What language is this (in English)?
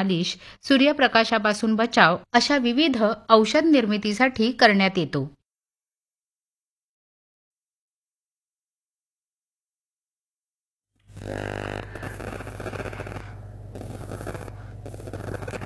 Marathi